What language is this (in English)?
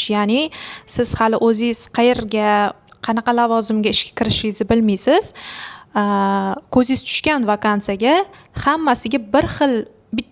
Uzbek